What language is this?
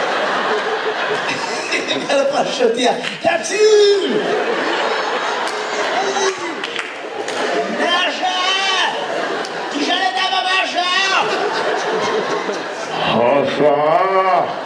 Hebrew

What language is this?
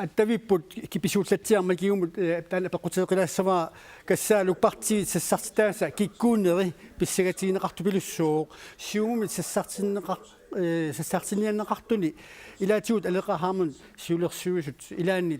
Kalaallisut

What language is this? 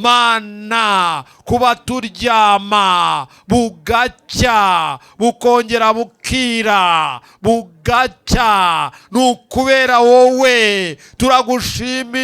Kinyarwanda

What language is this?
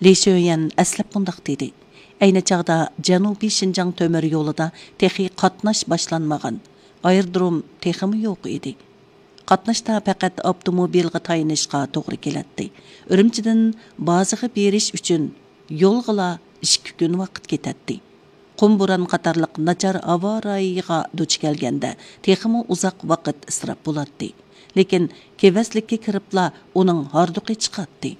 Uyghur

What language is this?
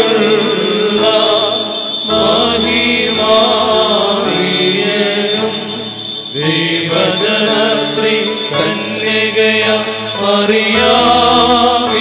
Malayalam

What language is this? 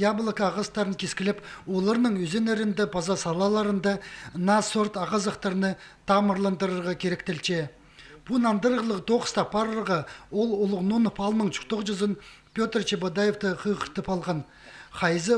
Khakas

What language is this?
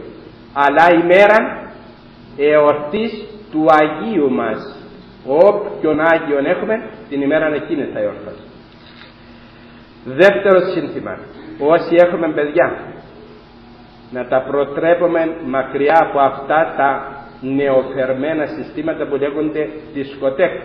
Greek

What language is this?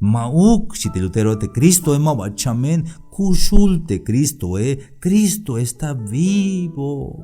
Tzeltal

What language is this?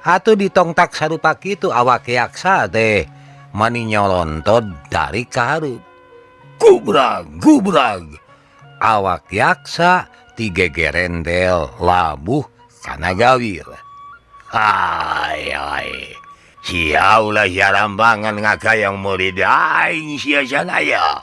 Sundanese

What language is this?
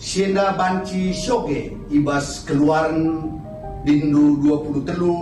Batak Karo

